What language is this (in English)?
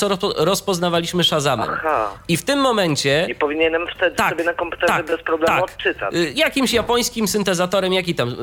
Polish